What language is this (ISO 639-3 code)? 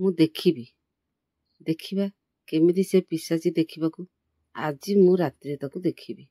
ori